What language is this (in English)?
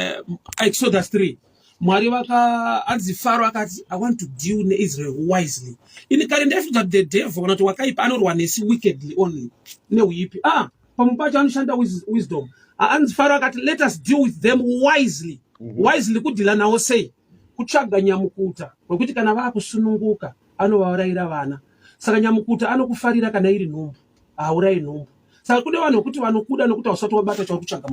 Shona